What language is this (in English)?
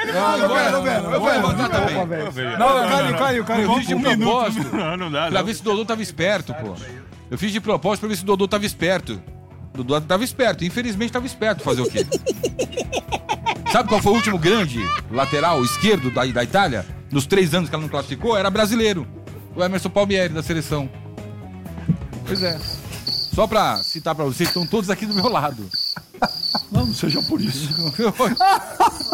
Portuguese